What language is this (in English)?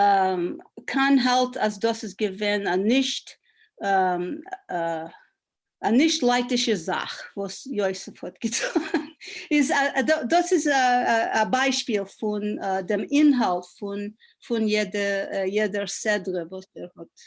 Yiddish